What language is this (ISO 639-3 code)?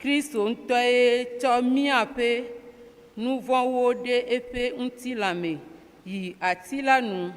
ewe